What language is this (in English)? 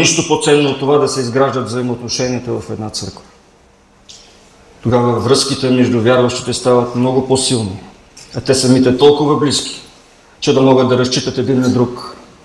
Bulgarian